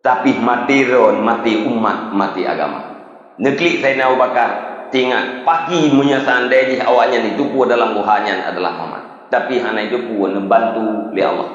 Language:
Achinese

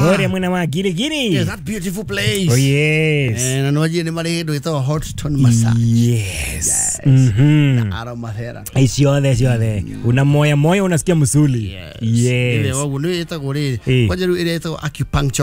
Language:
Kikuyu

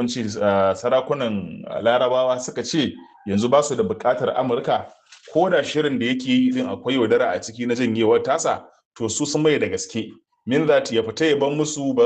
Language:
Hausa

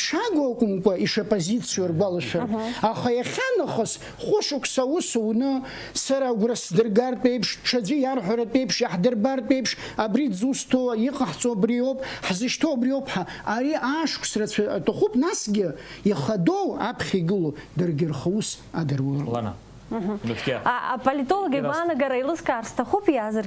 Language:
Abkhazian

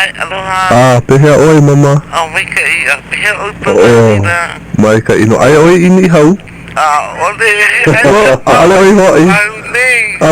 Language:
Hawaiian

